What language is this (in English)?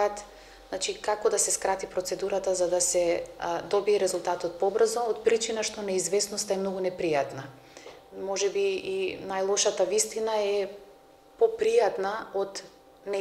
Macedonian